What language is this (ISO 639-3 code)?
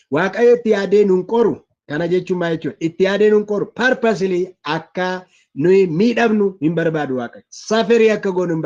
orm